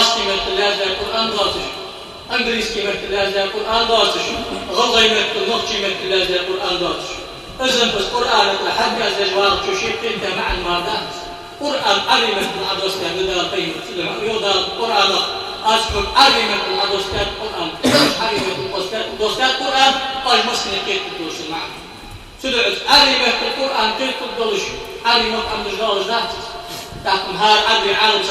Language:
Ingush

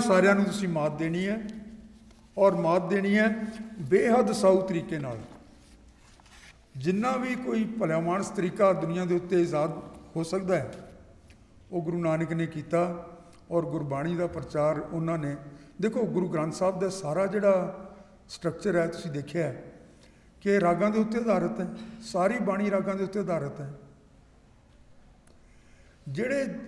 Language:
Punjabi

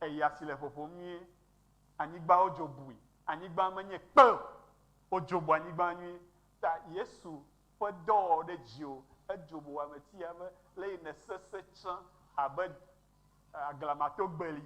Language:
Ewe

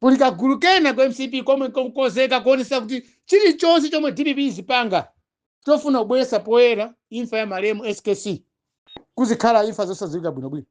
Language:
Nyanja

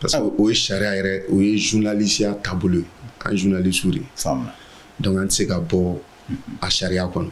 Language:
Bambara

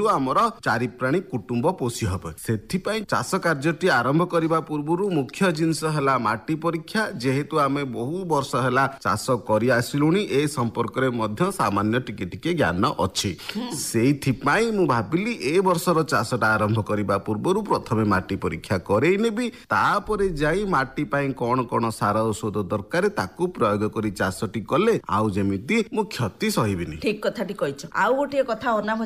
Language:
Odia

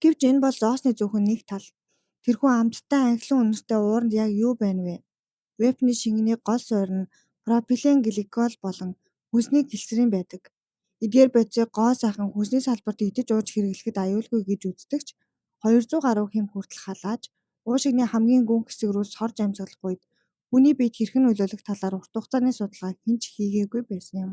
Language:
Mongolian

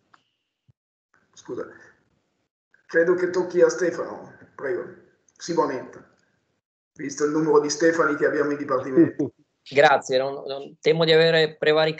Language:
Italian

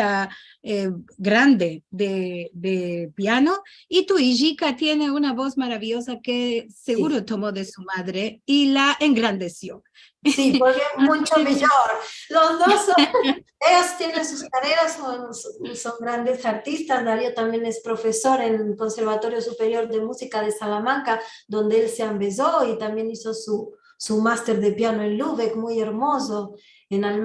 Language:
Ladino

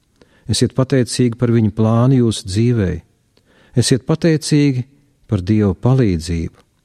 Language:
Latvian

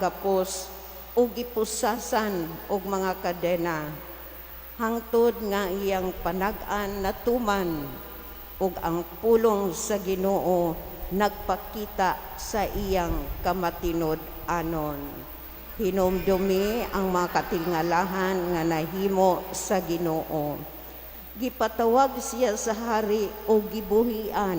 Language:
Cebuano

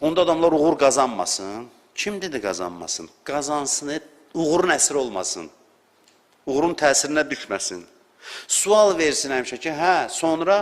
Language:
Azerbaijani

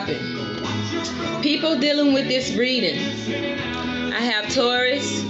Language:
English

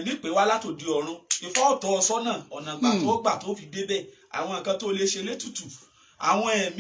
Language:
Yoruba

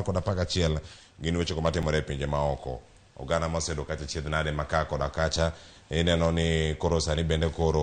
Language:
Luo (Kenya and Tanzania)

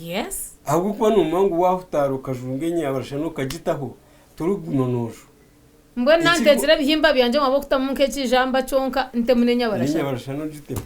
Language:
Nyankole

